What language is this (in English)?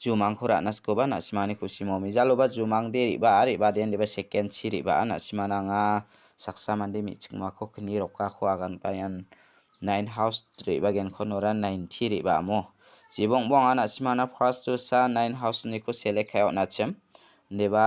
Garo